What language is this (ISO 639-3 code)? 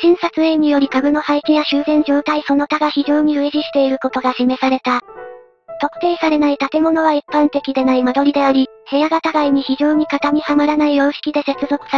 jpn